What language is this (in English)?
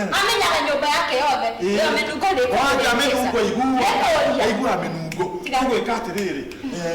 Kikuyu